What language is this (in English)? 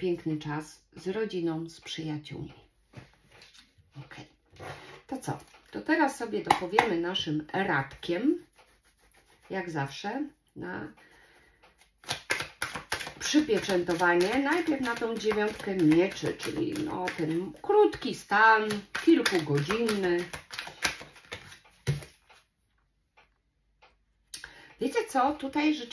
Polish